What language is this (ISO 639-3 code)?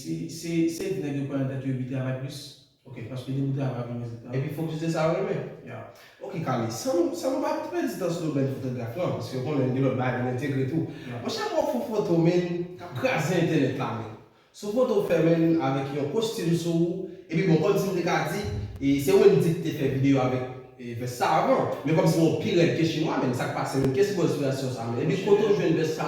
hat